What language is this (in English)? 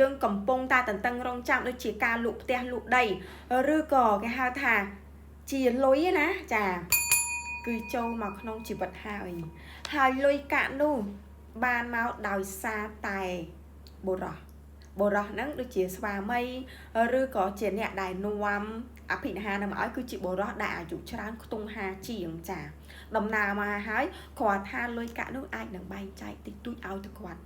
Khmer